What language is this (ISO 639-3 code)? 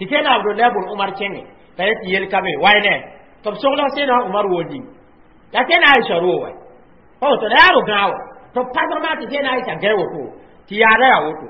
mos